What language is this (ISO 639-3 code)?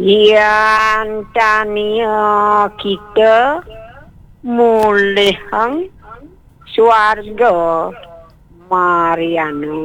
ban